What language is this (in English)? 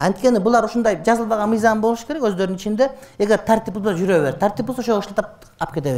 Kyrgyz